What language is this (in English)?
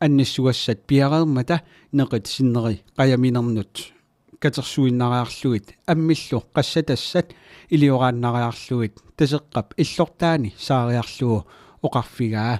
Kalaallisut